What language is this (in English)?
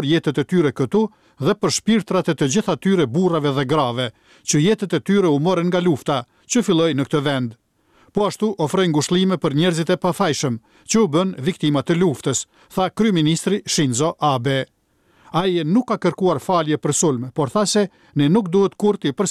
Albanian